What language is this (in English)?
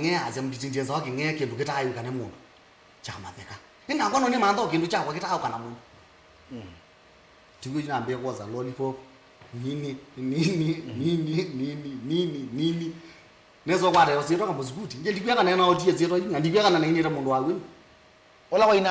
Kamba